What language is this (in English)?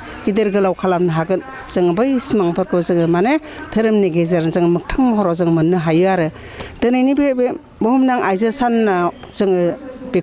Bodo